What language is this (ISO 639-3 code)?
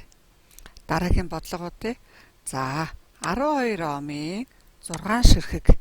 mon